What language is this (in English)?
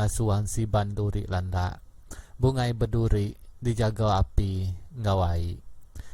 Iban